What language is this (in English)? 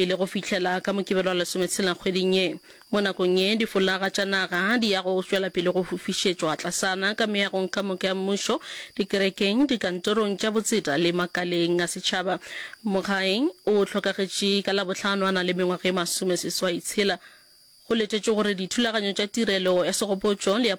Northern Sotho